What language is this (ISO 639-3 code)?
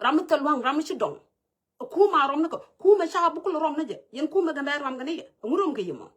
nus